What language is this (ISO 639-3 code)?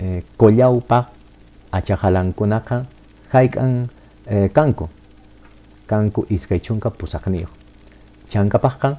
que